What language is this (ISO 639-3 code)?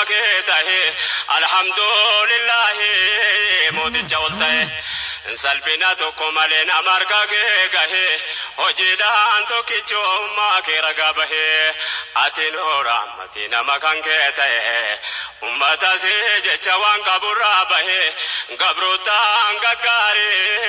orm